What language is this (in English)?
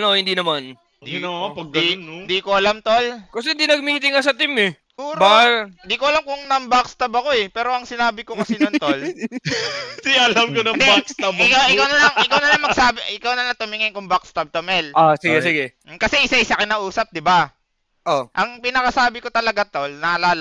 Filipino